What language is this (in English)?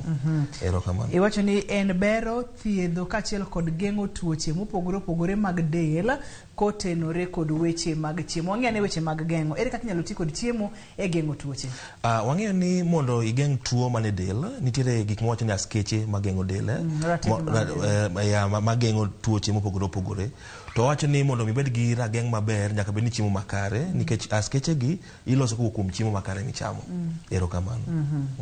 Luo (Kenya and Tanzania)